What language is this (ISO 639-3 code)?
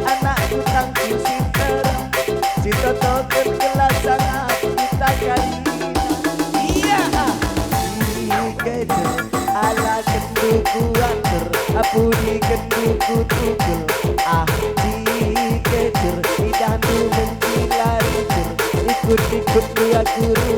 btx